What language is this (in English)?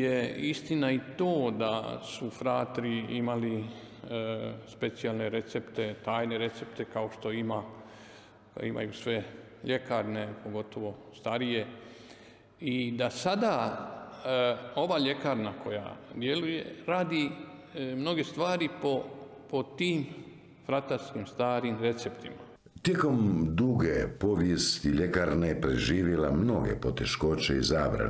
Croatian